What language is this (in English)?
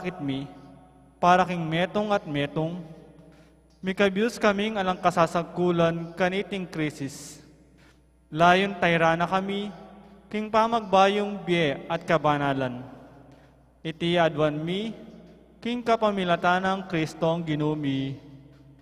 Pampanga